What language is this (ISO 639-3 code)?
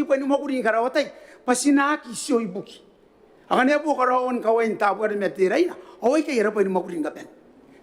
gil